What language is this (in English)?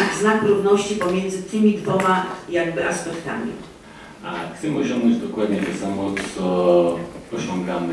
Polish